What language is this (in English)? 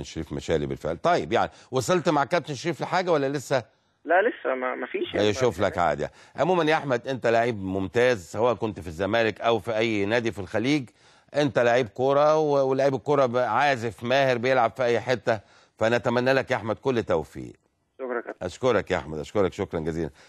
Egyptian Arabic